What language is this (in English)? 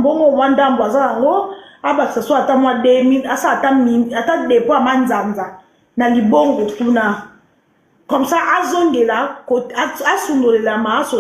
Lingala